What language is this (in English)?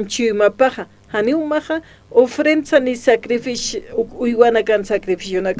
Aymara